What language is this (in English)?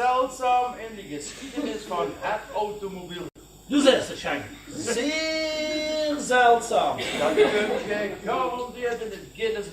Limburgish